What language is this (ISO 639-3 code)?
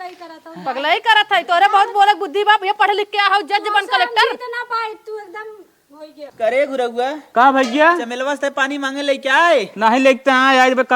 awa